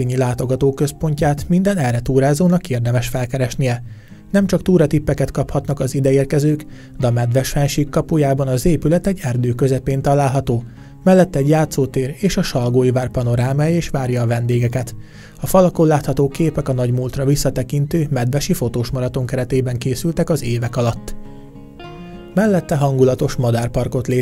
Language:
Hungarian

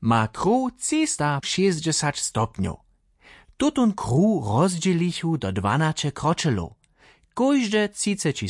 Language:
Upper Sorbian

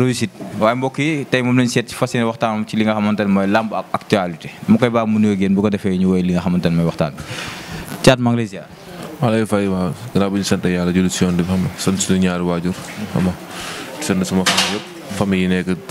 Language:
Wolof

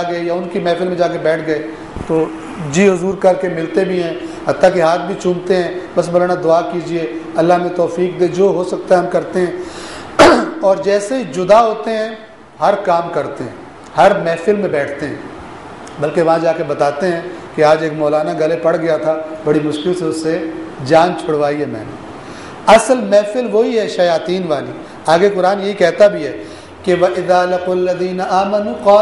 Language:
Urdu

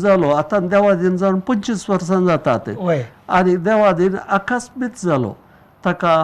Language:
Konkani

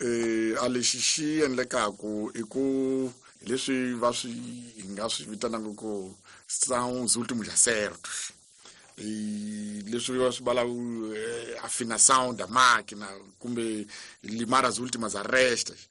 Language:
Tsonga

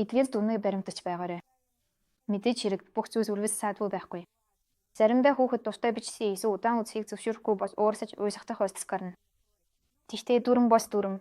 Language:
Mongolian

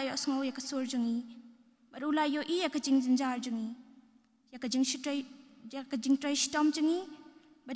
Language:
Khasi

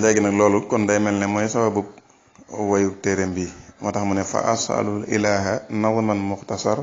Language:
Wolof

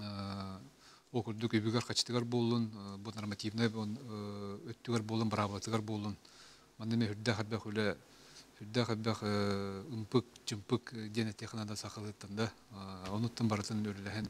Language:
Yakut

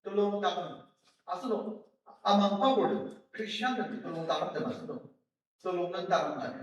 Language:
Ao Naga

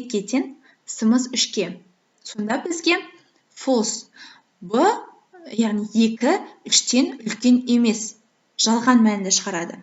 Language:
Kazakh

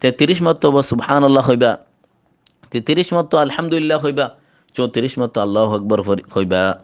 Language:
Rohingya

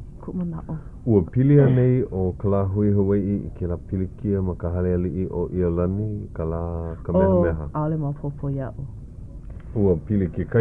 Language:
Hawaiian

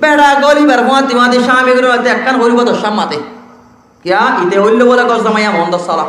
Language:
Rohingya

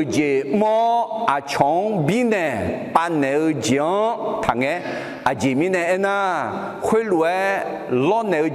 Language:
Akha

